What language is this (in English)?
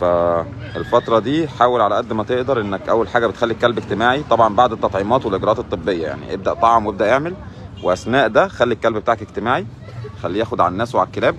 Egyptian Arabic